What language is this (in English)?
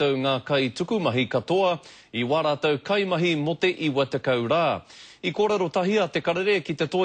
Māori